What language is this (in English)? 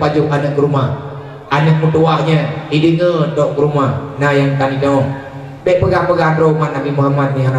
Achinese